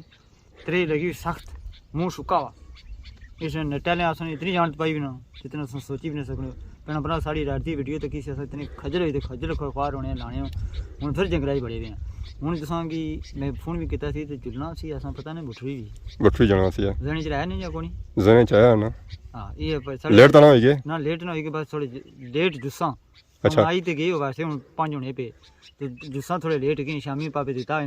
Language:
Pahari-Potwari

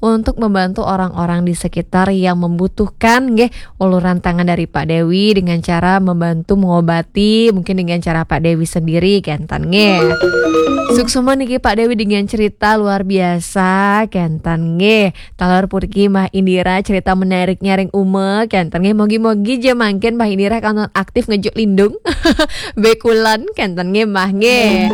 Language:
Balinese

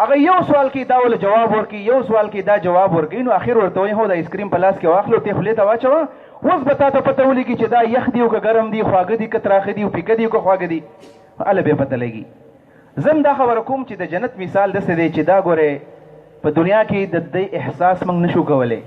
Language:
Pashto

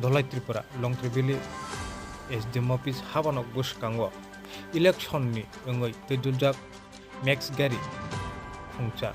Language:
Kok Borok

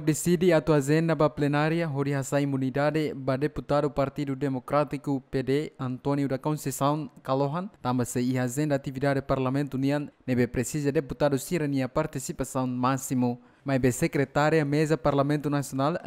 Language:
Tetum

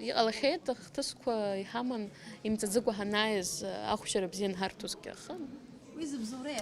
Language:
Abkhazian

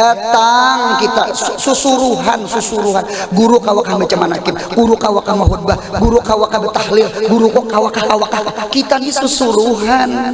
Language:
Banjar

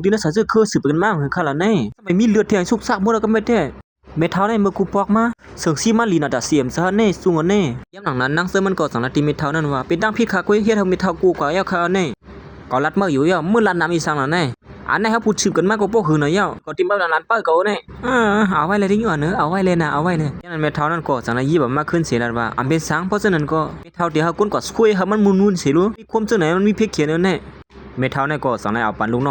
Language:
Shan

